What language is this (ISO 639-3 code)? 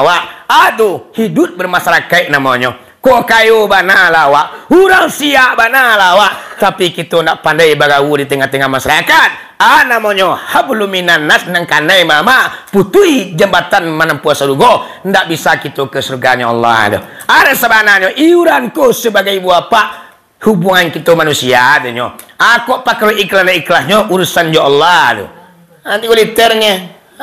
min